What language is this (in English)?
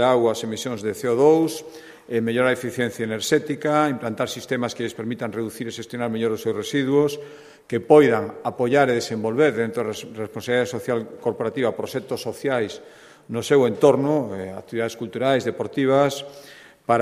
Galician